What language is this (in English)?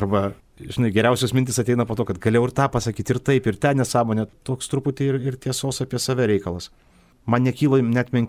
Lithuanian